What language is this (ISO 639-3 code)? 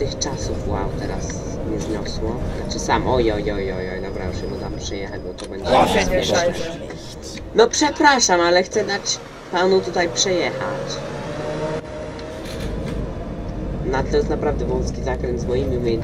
pol